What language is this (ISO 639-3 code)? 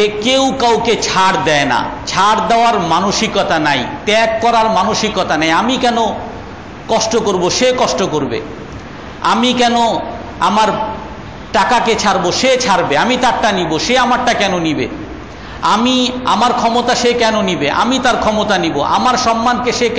ben